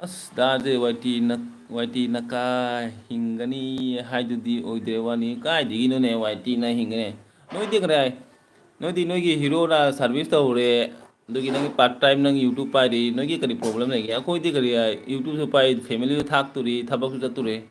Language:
Manipuri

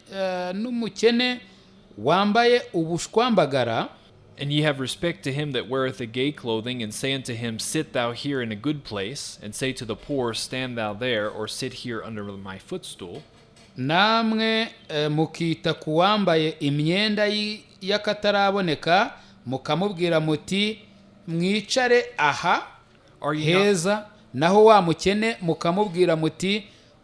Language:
Kinyarwanda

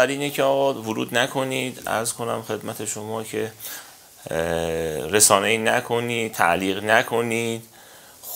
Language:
Persian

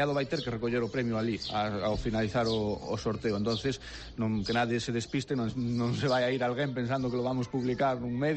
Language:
Galician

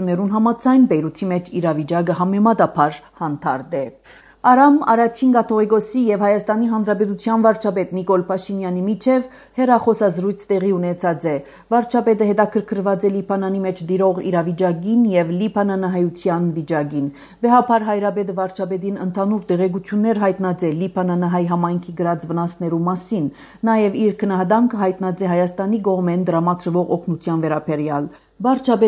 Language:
Armenian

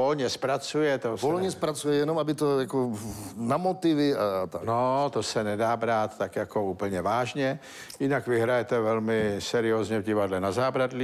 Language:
Czech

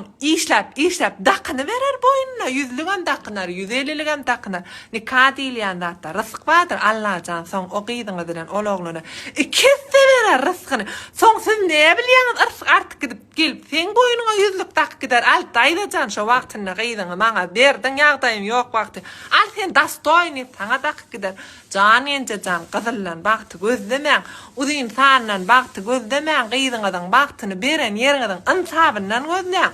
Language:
Turkmen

